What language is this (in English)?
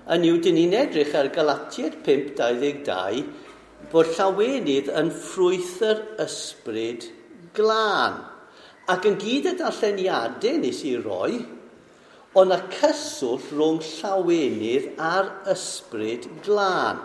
Welsh